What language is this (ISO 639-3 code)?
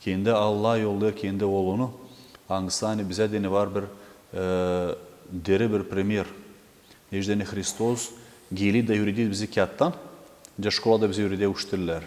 gag